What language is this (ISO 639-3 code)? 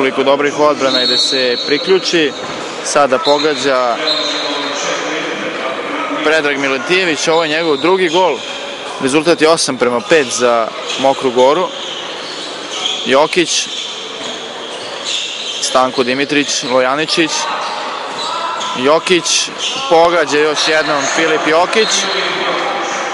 srp